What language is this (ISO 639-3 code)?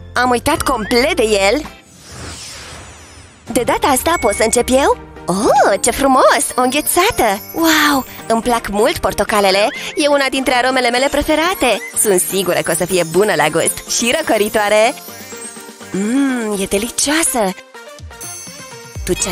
ron